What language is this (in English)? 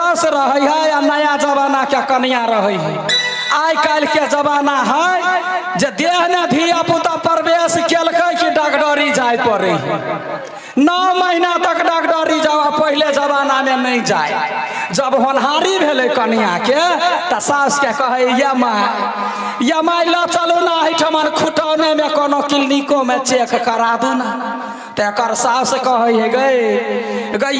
Maithili